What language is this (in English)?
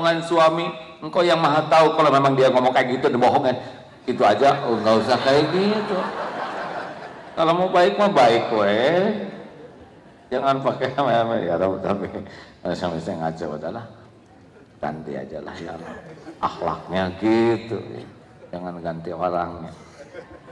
Indonesian